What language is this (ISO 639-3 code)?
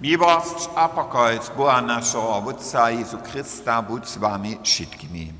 hsb